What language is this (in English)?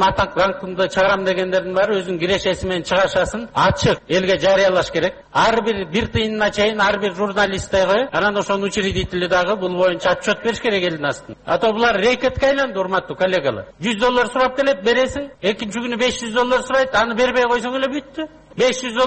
Kyrgyz